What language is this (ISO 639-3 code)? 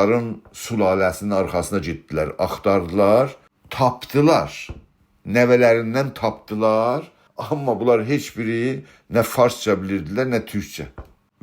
azb